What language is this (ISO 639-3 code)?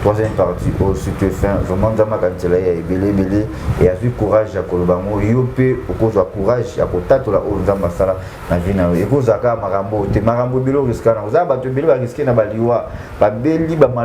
lin